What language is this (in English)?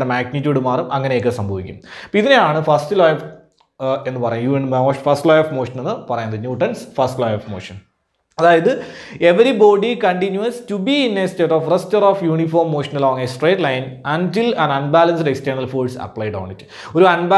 Malayalam